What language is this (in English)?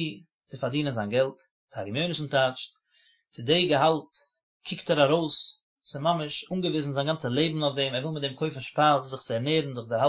Yiddish